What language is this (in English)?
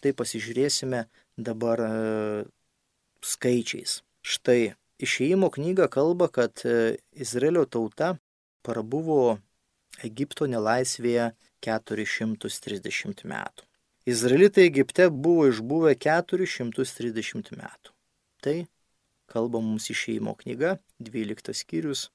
Lithuanian